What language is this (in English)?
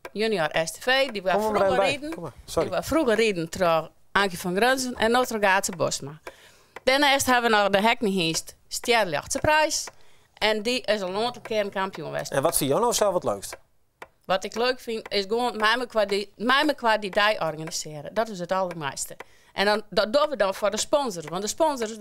Western Frisian